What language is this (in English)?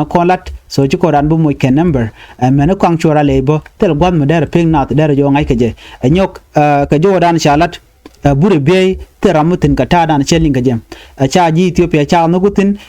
Nuer